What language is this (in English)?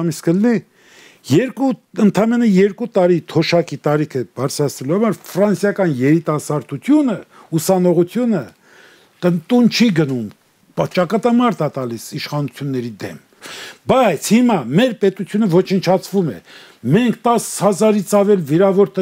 Armenian